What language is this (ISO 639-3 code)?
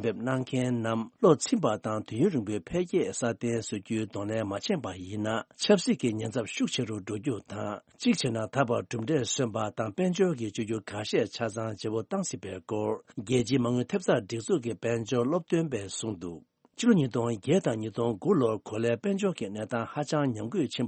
bod